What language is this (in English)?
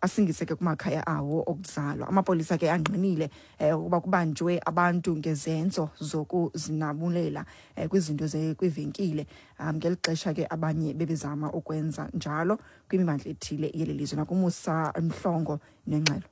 Xhosa